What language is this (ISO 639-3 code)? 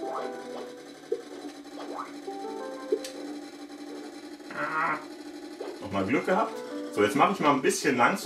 deu